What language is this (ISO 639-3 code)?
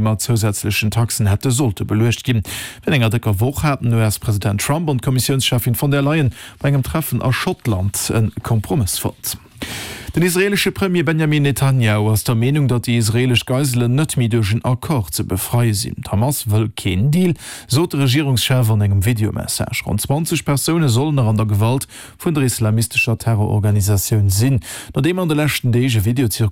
ltz